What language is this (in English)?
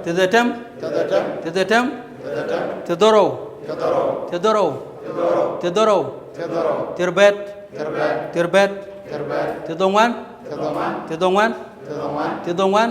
Dinka